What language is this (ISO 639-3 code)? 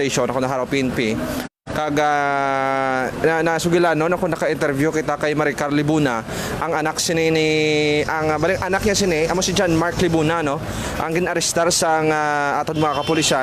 hil